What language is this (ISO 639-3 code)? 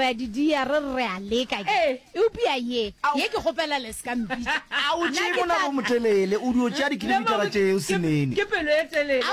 nso